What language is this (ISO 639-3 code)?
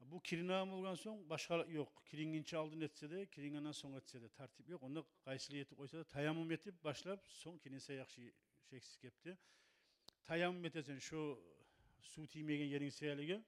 kum